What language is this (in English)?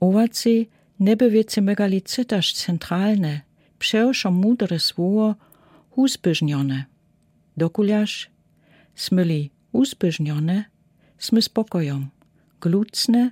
Lower Sorbian